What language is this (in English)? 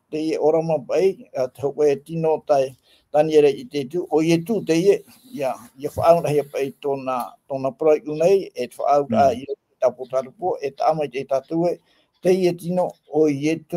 Tahitian